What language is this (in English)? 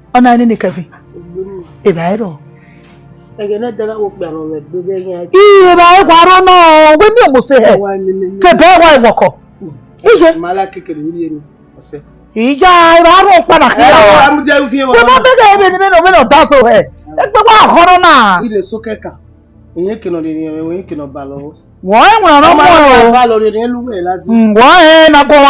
Bini